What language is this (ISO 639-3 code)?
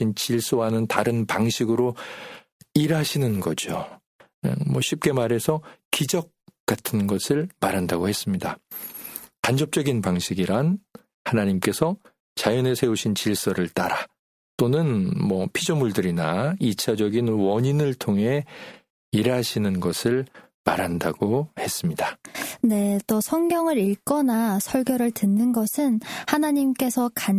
kor